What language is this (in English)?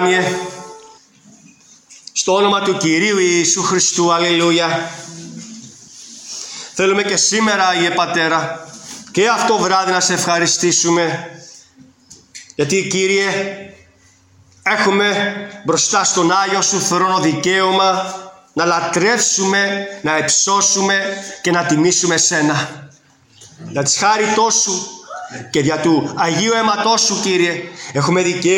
Greek